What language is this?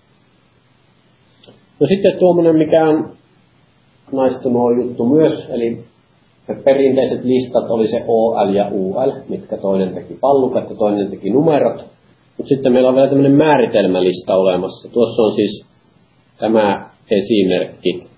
Finnish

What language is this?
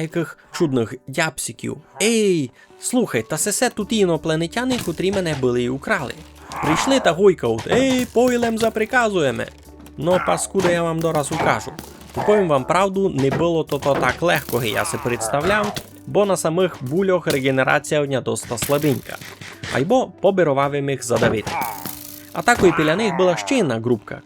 Rusyn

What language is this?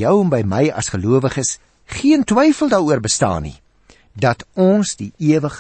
Afrikaans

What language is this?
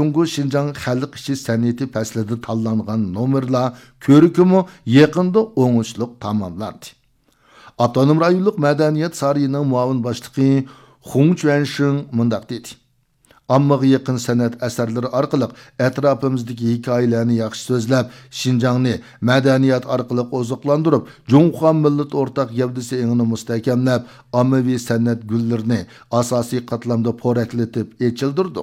Uyghur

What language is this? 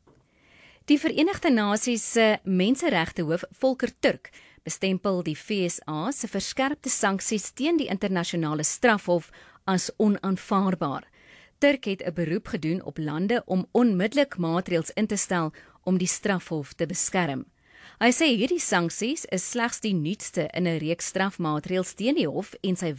Afrikaans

